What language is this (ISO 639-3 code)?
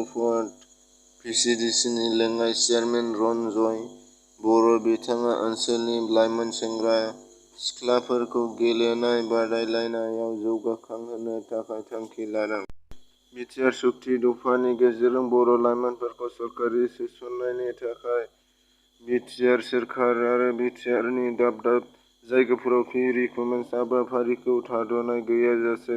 brx